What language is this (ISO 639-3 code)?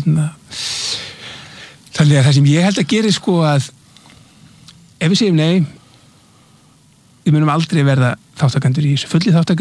isl